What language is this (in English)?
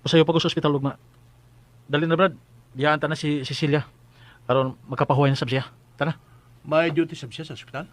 Cebuano